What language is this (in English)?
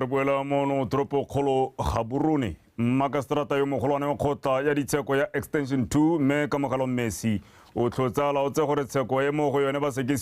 Tswana